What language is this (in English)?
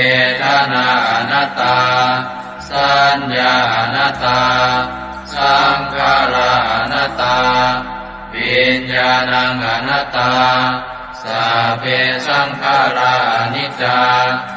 Pali